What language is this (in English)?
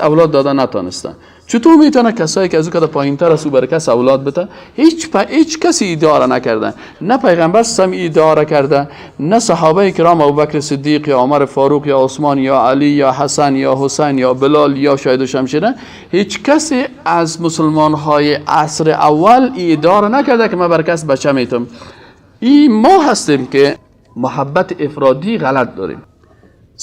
Persian